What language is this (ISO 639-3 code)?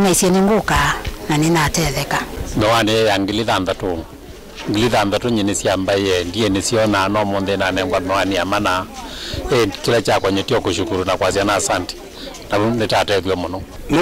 kam